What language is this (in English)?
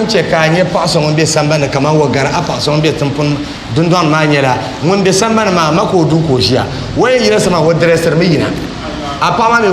Dagbani